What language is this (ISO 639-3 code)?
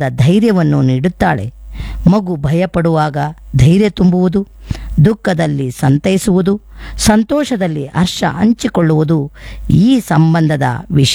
kan